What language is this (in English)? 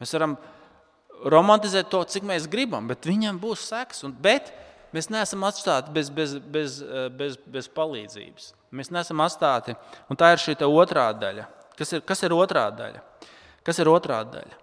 Latvian